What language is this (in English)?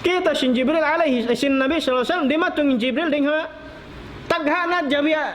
Tausug